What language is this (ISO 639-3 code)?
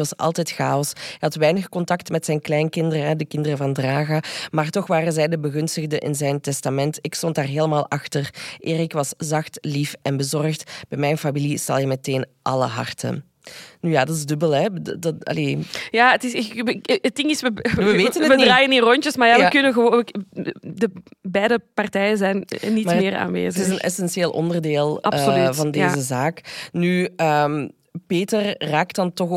nld